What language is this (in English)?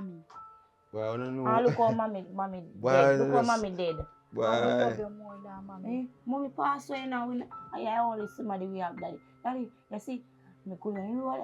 Jamaican Creole English